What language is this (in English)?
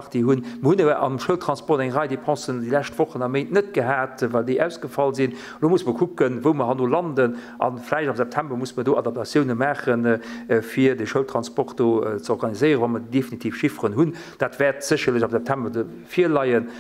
Luxembourgish